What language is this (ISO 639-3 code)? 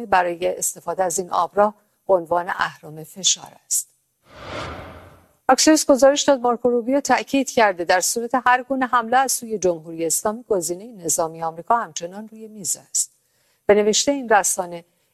fas